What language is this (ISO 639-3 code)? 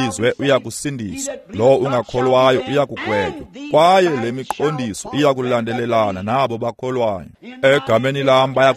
xho